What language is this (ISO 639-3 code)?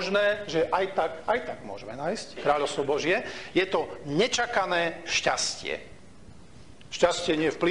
slk